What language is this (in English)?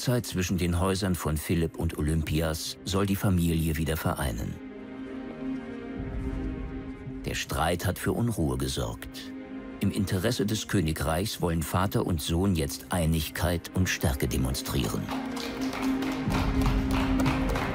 German